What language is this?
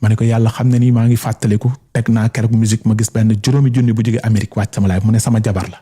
Wolof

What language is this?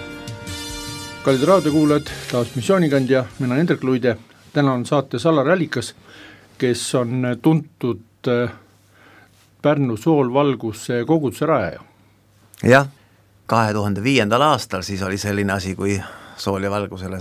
Estonian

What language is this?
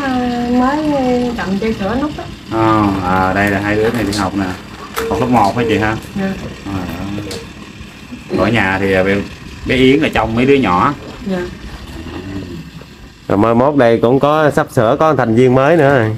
Vietnamese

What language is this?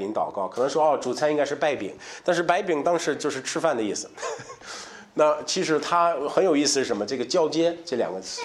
Chinese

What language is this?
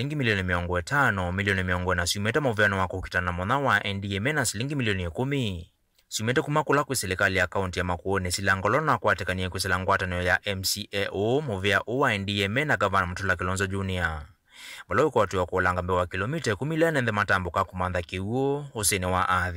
Kamba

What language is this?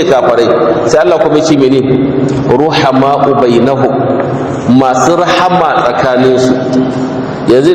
Hausa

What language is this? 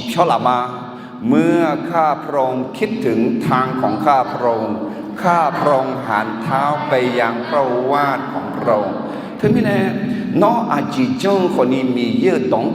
Akha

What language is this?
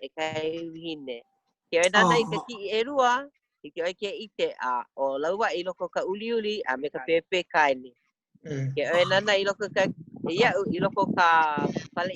Hawaiian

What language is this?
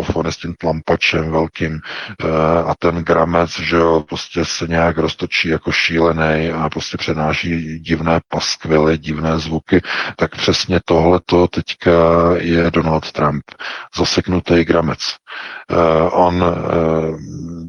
Czech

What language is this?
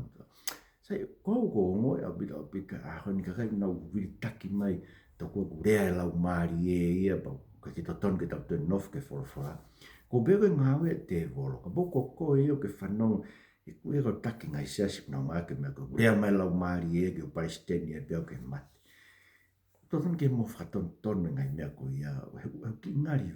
Tongan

